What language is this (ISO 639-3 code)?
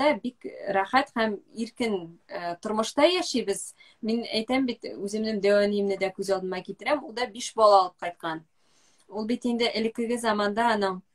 tat